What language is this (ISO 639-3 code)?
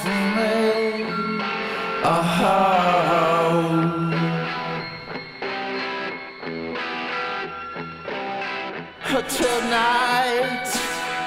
fra